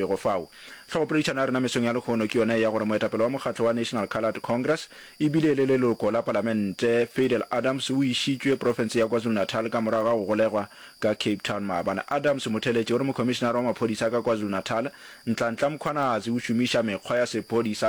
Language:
Northern Sotho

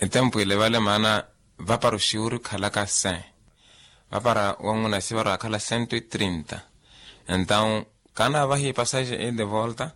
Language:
Makhuwa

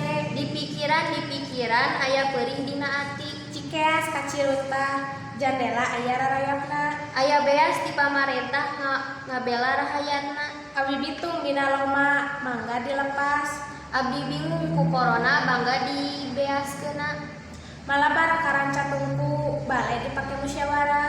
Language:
Sundanese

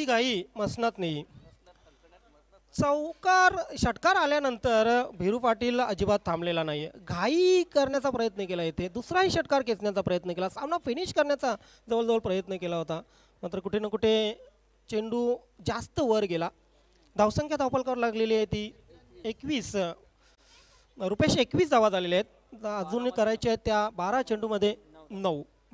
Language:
Marathi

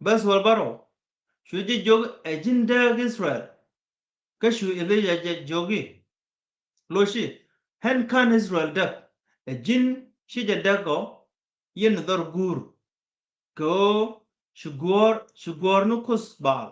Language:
Nuer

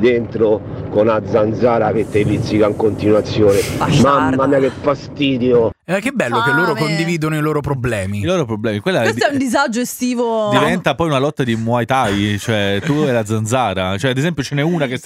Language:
Italian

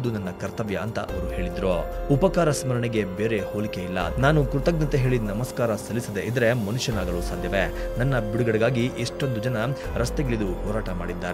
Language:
Kannada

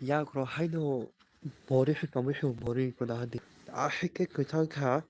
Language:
Kok Borok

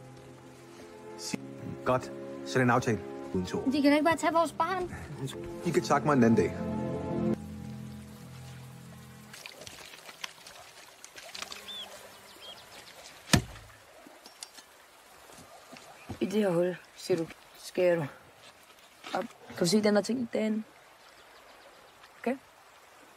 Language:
Danish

